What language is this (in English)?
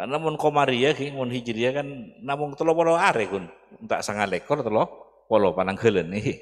Madurese